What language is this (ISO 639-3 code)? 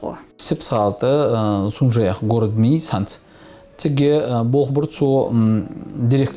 inh